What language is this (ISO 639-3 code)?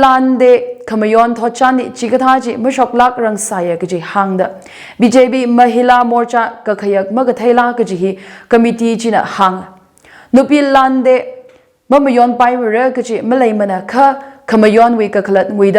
nmf